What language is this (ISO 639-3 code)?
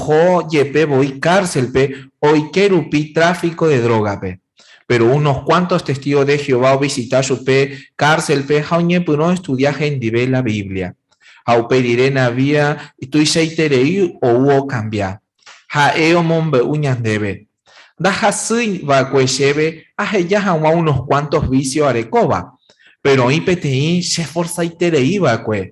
grn